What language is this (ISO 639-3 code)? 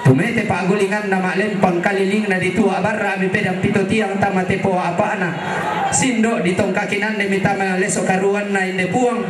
sda